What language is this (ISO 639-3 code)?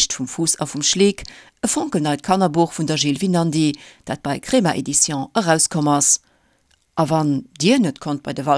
ltz